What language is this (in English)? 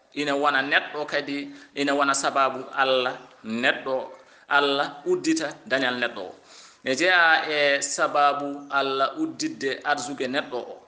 Fula